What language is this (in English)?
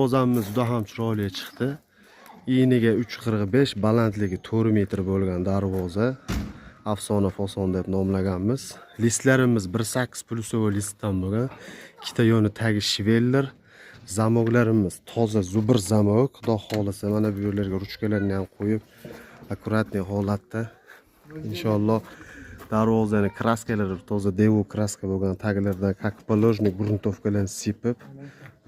Uzbek